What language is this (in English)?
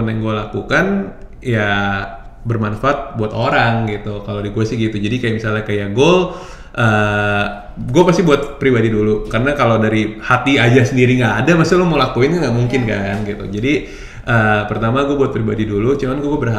Indonesian